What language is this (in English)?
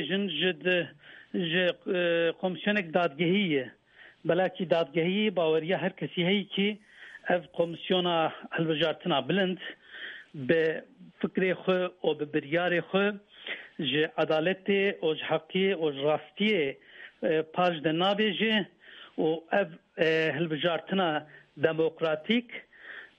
Kurdish